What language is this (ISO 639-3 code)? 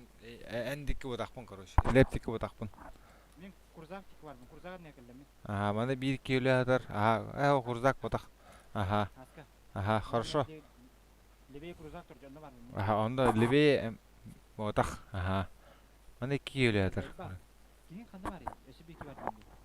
sah